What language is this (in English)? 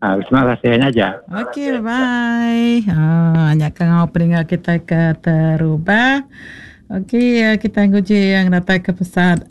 Iban